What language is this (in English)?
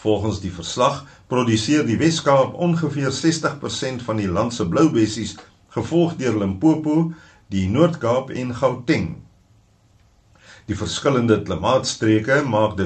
Afrikaans